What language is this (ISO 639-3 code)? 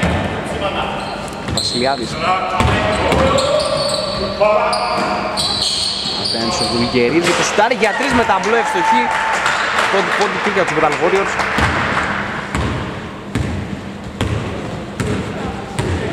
ell